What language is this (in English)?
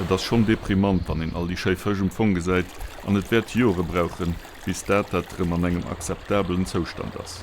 Luxembourgish